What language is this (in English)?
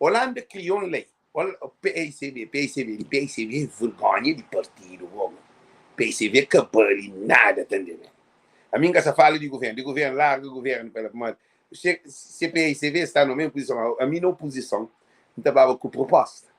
Kabuverdianu